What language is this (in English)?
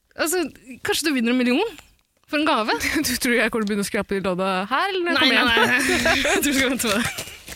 Norwegian